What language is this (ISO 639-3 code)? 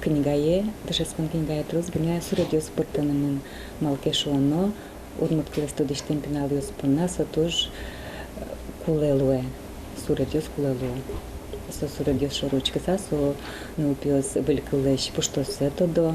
udm